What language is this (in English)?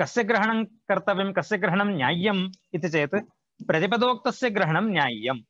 Sanskrit